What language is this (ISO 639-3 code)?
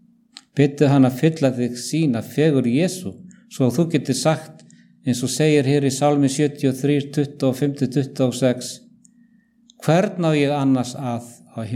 isl